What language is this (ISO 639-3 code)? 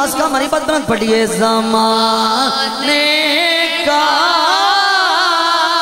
urd